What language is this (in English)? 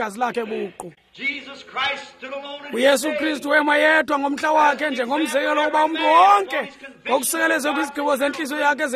Xhosa